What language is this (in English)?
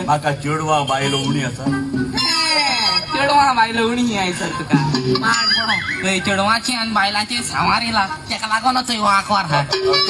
Konkani